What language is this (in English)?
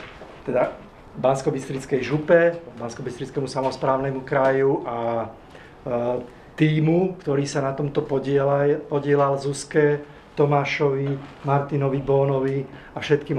Slovak